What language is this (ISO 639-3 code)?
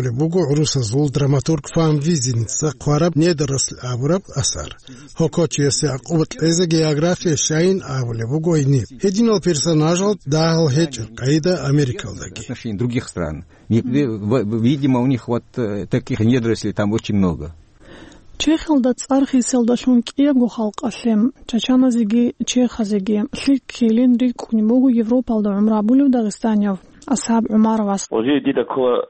ava